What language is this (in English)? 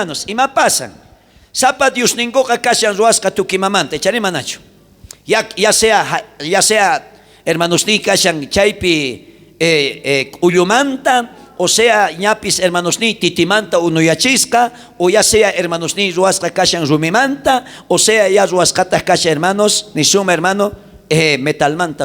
South Bolivian Quechua